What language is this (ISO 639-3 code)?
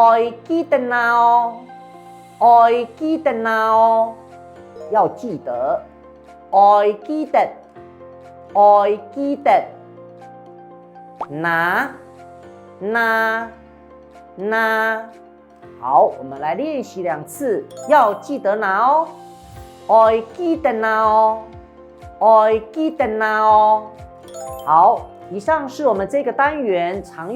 hak